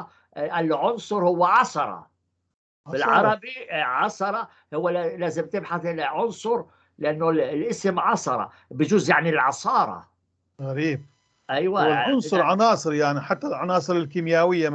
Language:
North Levantine Arabic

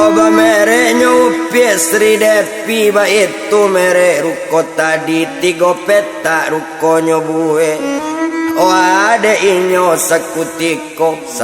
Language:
Minangkabau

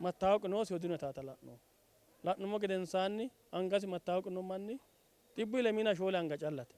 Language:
Sidamo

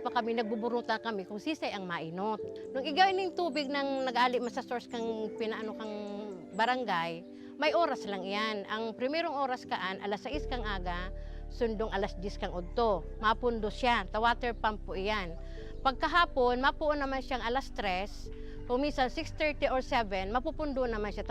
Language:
Bikol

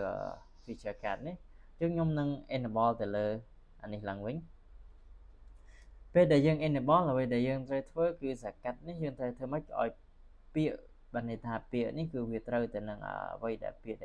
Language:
Khmer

